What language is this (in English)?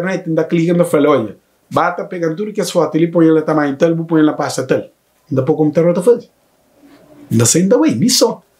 Kabuverdianu